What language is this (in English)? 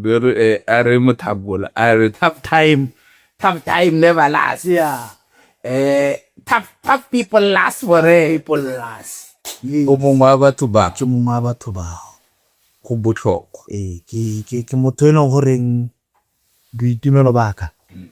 Tswana